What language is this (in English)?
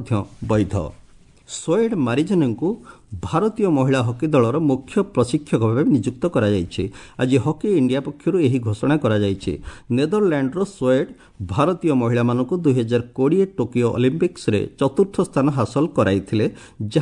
Odia